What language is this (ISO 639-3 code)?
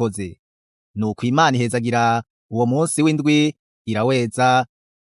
run